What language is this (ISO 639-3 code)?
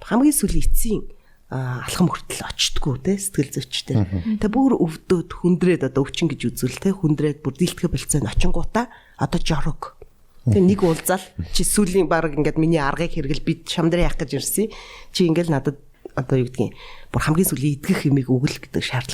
mon